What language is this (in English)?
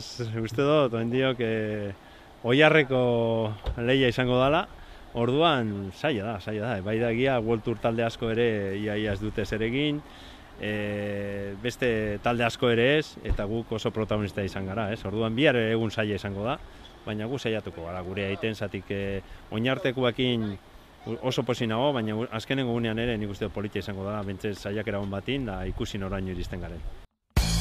Basque